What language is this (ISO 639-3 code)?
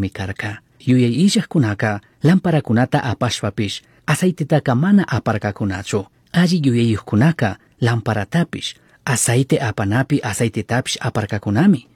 qug